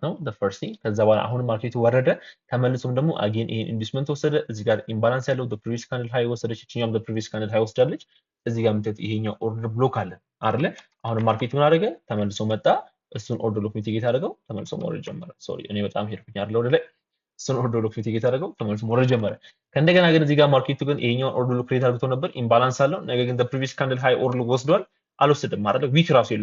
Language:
Amharic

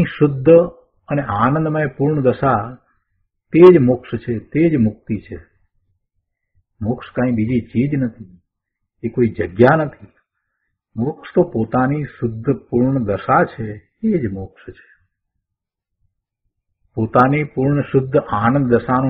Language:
Gujarati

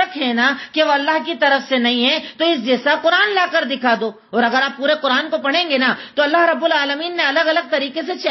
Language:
Urdu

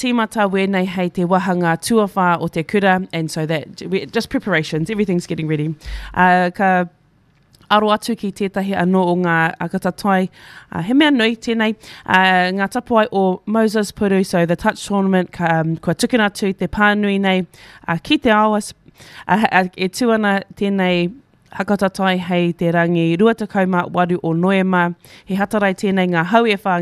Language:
Māori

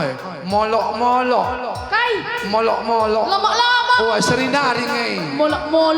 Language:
Batak Karo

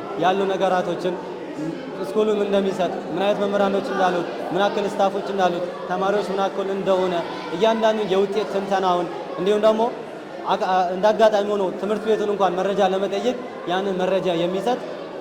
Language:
Amharic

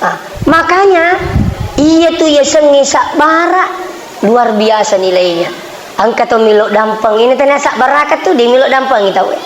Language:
Buginese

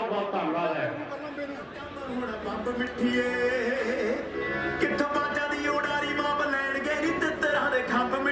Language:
Punjabi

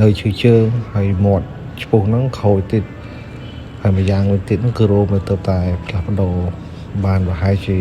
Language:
Khmer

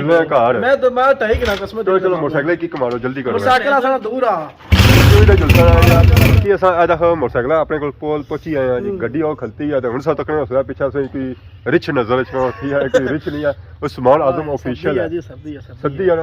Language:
Pahari-Potwari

